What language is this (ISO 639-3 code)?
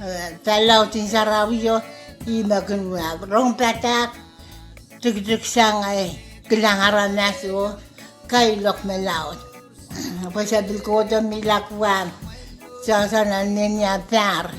pon